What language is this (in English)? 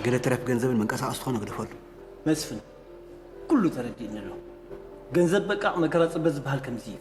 Tigrinya